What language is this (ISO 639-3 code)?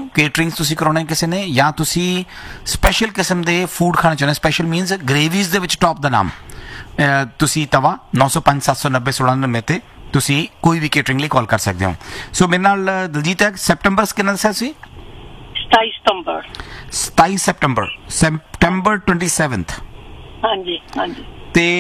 pan